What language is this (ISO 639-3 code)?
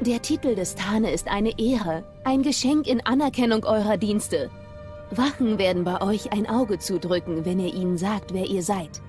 gsw